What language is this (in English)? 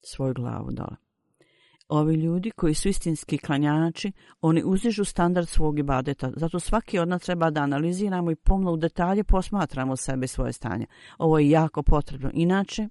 Bosnian